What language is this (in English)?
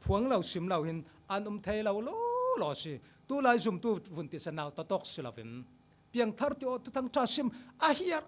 Falam Chin